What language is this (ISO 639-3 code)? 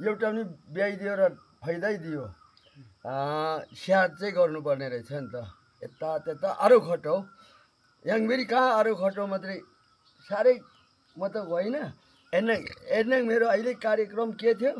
nep